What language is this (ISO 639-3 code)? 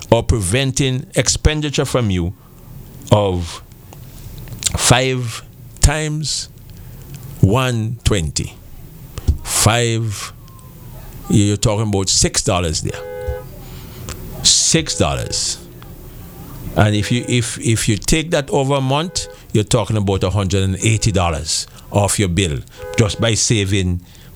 eng